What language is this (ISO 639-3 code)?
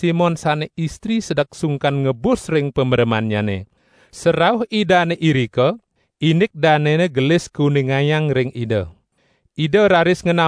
ban